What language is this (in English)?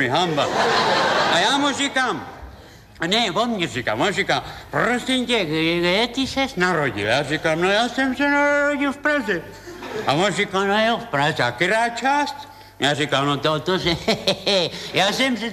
Czech